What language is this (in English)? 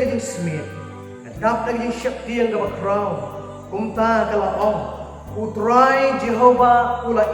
Khasi